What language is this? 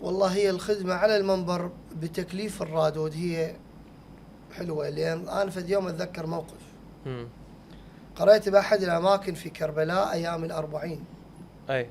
Mesopotamian Arabic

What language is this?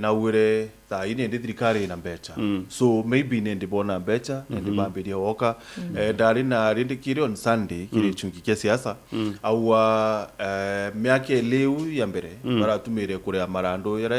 Meru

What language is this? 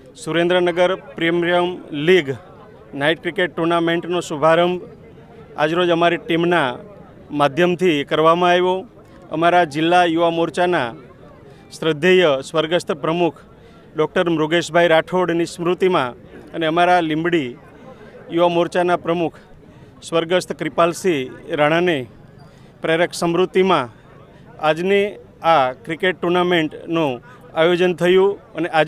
Gujarati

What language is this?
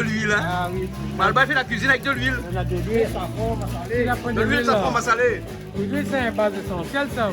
Réunion Creole French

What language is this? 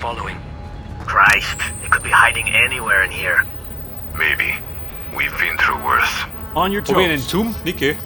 Bavarian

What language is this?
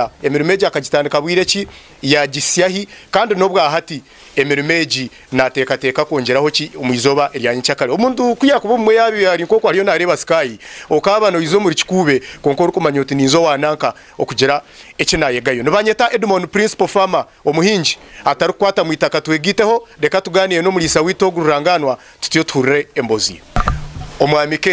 Nyankole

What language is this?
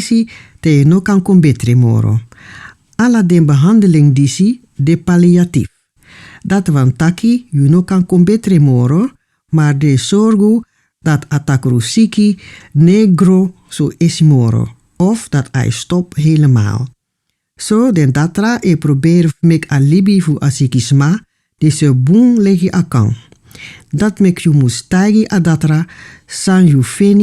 Sranan Tongo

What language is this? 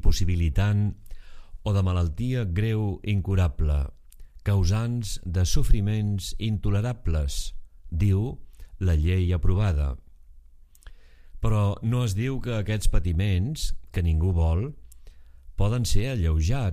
Catalan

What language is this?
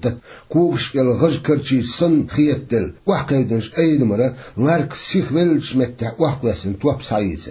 Chechen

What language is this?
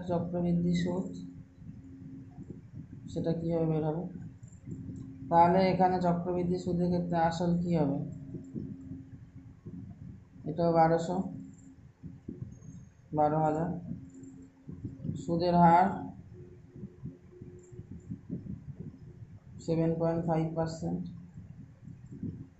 Bangla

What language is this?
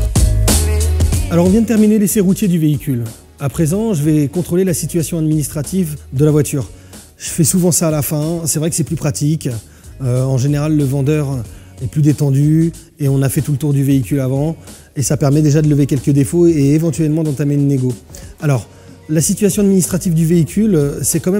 French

